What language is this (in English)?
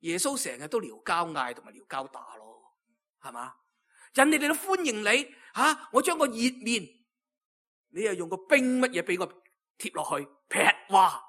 Cantonese